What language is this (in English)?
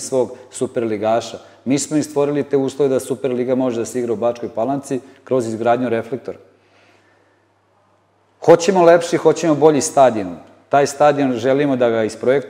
Serbian